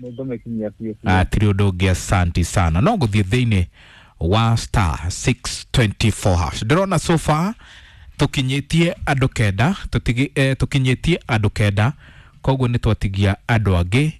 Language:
Kikuyu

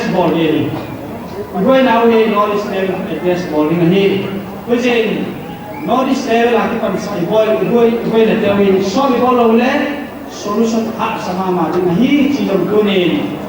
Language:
Paite Chin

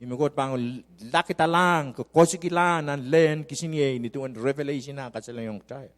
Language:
Pohnpeian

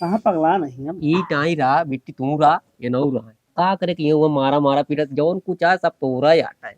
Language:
Awadhi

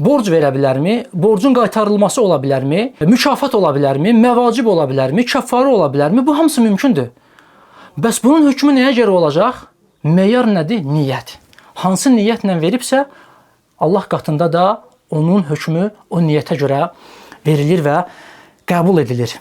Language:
Azerbaijani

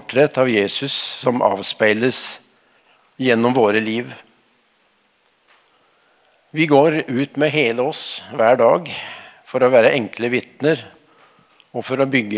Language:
Norwegian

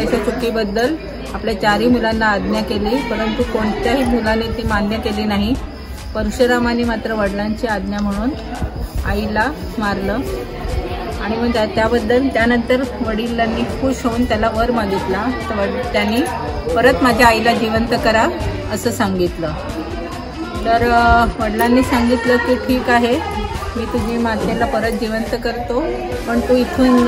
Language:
Marathi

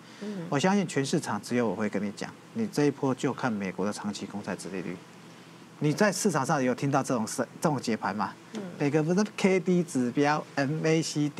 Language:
Chinese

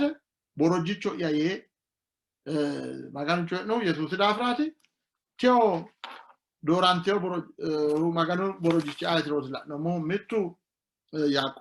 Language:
Sidamo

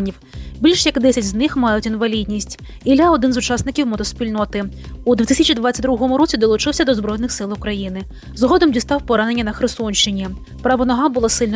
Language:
Ukrainian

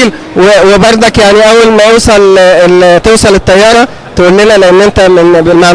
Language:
Egyptian Arabic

